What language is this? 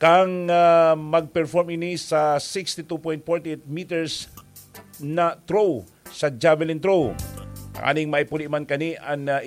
Bikol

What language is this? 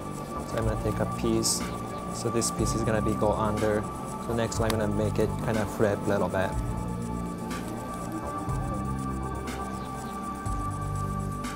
English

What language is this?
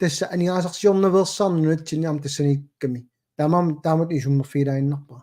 Kalaallisut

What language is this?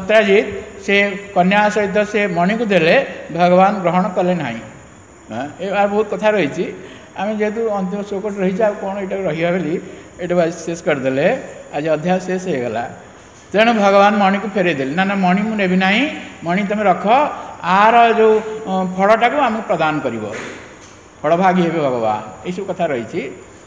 Odia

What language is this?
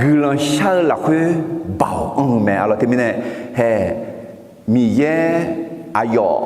Akha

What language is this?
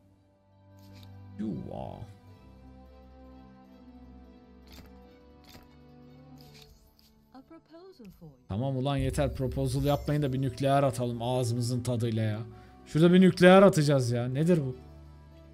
Turkish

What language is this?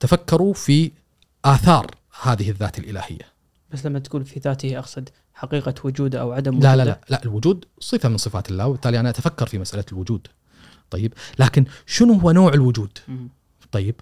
Gulf Arabic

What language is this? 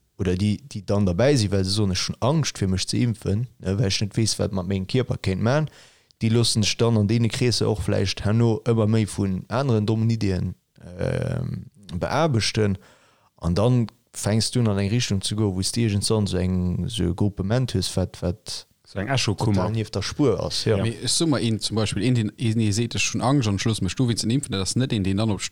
Luxembourgish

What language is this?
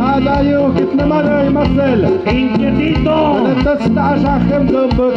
Tlahuitoltepec Mixe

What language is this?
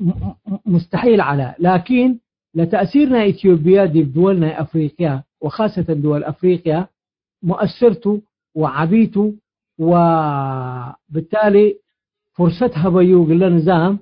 Tigre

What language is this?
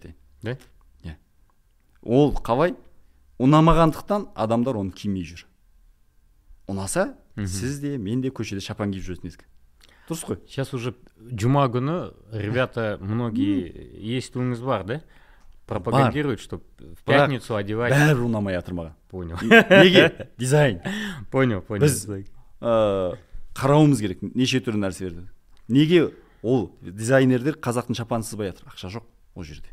Kazakh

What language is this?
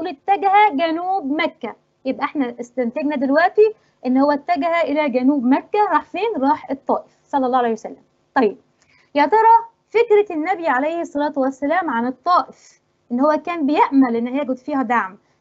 Egyptian Arabic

